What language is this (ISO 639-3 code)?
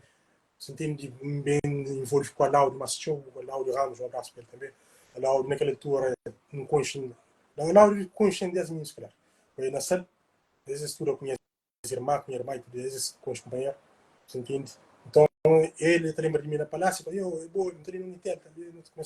kea